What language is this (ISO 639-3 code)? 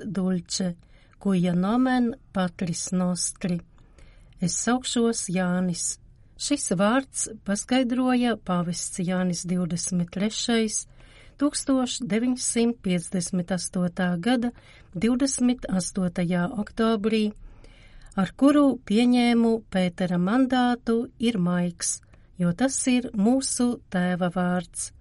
lav